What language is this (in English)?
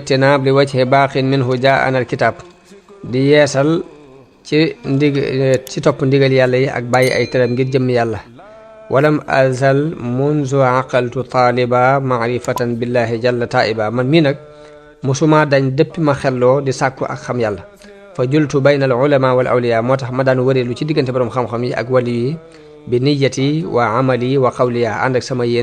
Wolof